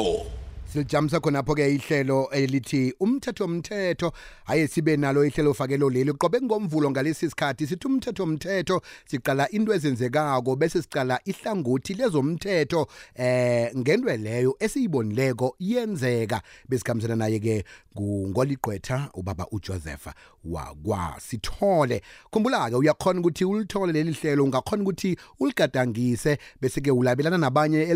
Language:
South Ndebele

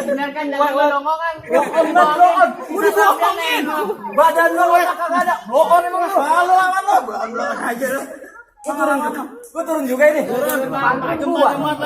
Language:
Betawi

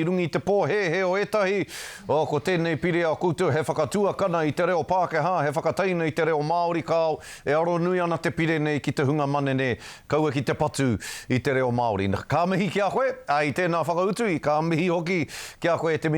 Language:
Māori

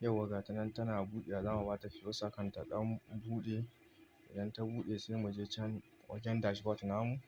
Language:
Hausa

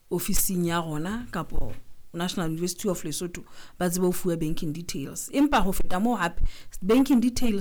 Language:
Southern Sotho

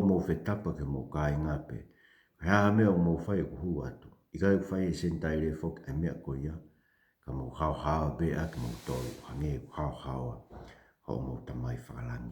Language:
Tongan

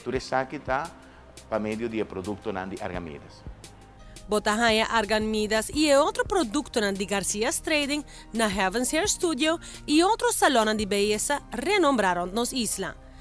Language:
Papiamento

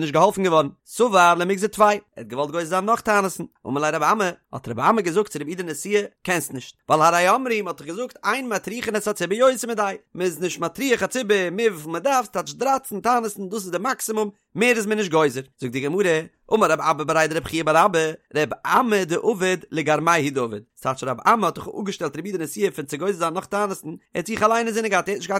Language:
Yiddish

